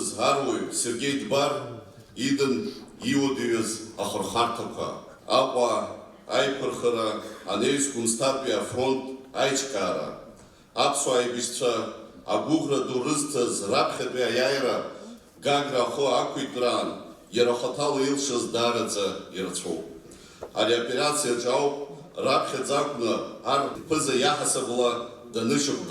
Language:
Abkhazian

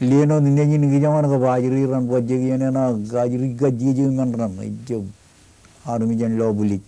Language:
Marshallese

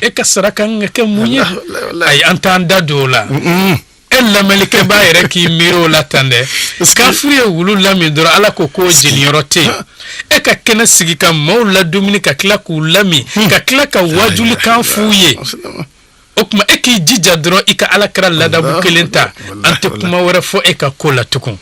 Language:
Bambara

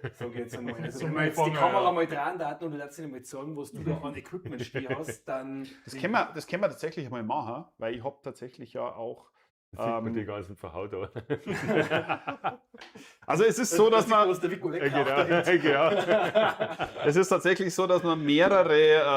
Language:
Bavarian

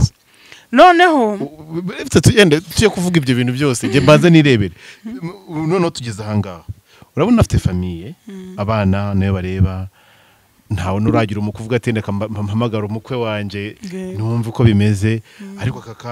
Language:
Kinyarwanda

